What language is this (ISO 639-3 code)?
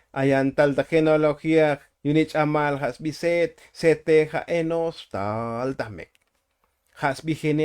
tzo